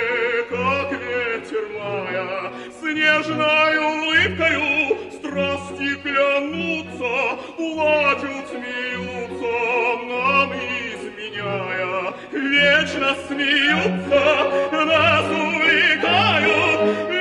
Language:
Russian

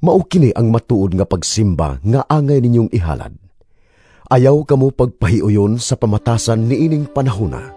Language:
Cebuano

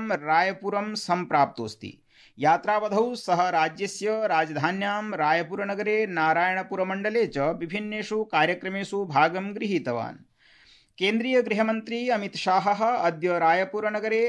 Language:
Sanskrit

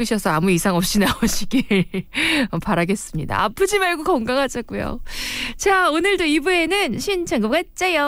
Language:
Korean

